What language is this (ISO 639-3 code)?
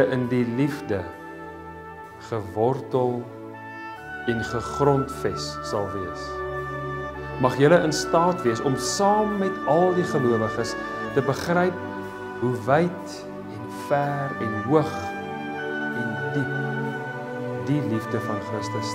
afr